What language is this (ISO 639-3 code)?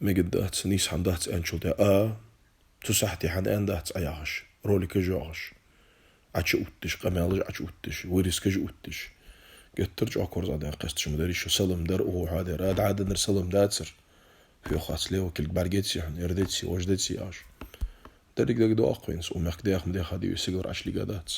inh